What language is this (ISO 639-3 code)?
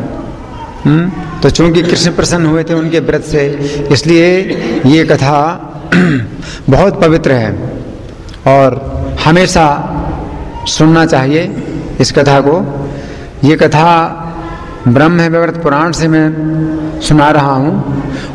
hin